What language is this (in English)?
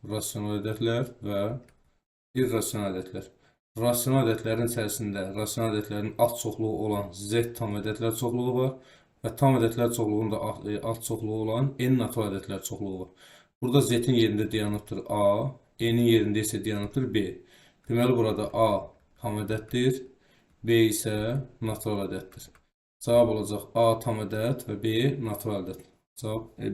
Azerbaijani